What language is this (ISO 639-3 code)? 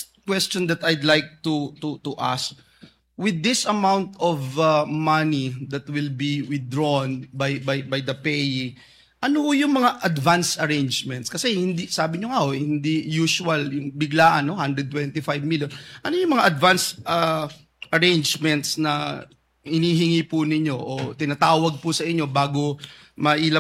fil